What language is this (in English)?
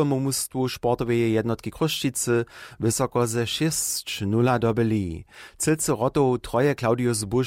Upper Sorbian